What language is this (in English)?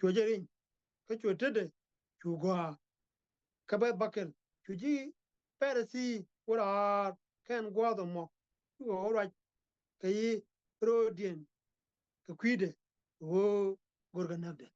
Nuer